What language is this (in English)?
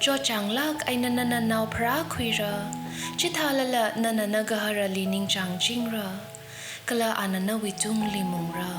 Tangkhul Naga (India)